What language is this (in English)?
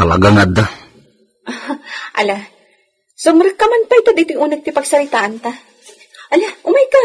Iloko